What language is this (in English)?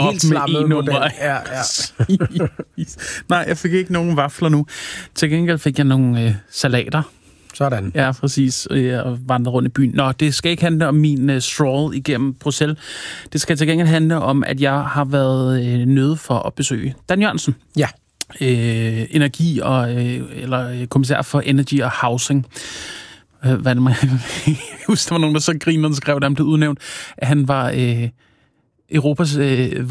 Danish